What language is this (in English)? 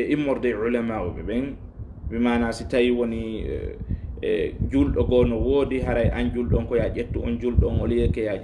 Fula